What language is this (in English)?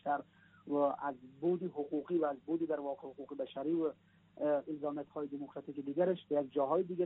Persian